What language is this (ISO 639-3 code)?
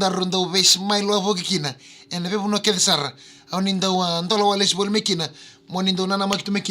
fij